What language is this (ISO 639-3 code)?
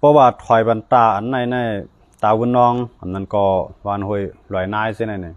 shn